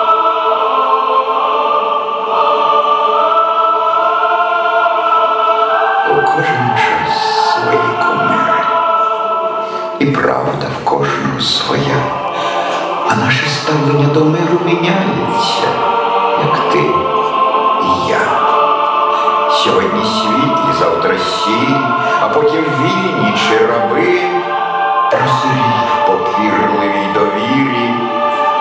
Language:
Ukrainian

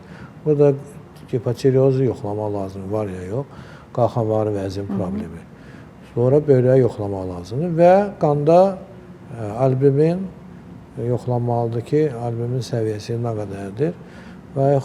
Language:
Azerbaijani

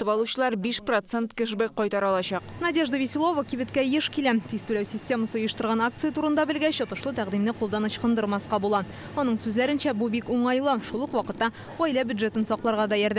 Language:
Tatar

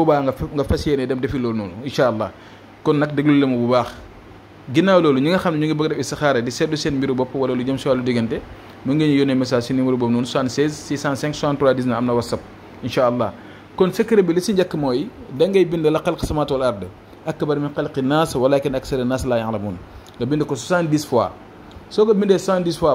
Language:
Wolof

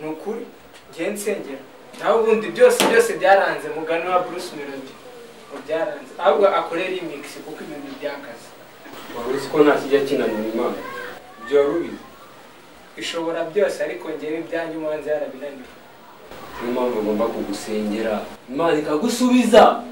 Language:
Kinyarwanda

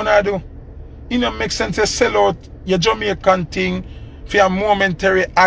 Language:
Jamaican Creole English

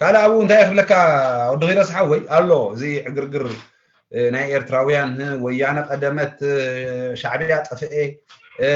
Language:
Tigrinya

